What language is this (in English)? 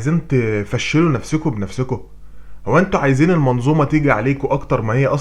Egyptian Arabic